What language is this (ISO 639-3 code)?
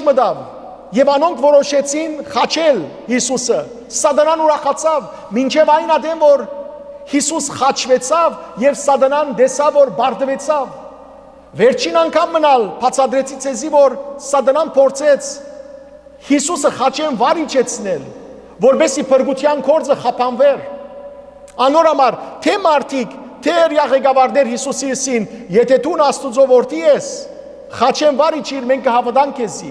hyw